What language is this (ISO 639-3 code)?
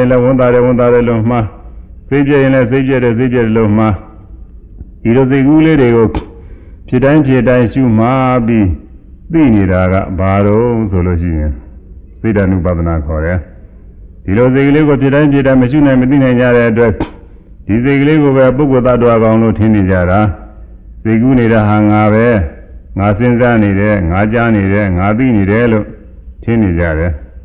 mya